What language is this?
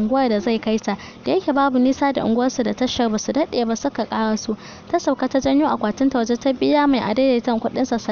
Hausa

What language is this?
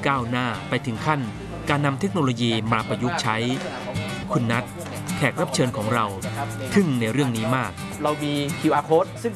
Thai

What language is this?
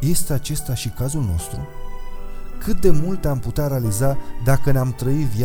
Romanian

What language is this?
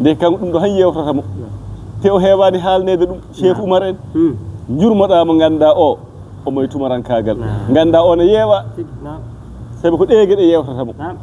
Fula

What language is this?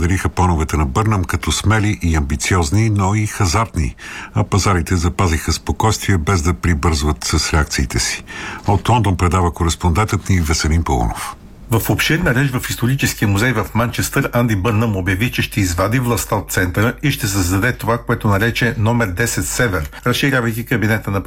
Bulgarian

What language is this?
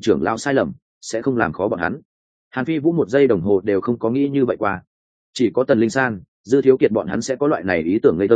Vietnamese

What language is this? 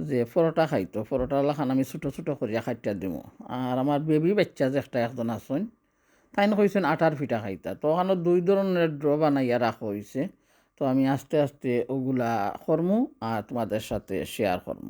Sylheti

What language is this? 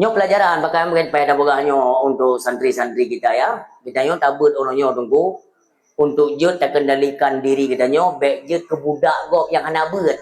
Achinese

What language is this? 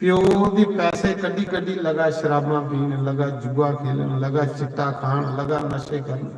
Dogri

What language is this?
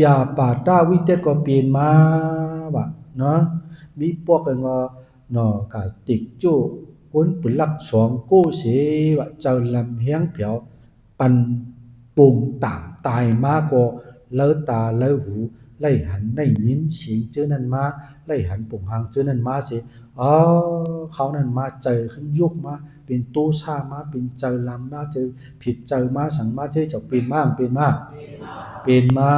Shan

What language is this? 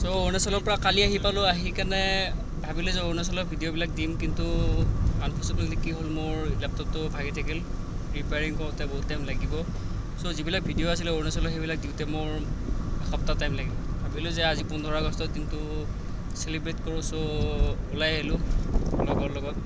Assamese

